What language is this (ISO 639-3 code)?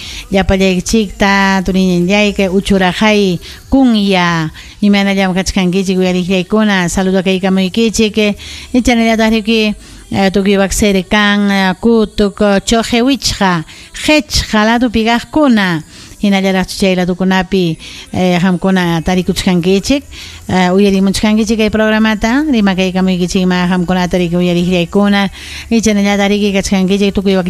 quy